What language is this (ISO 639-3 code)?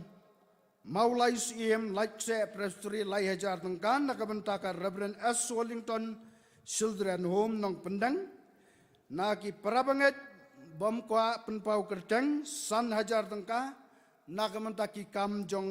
kha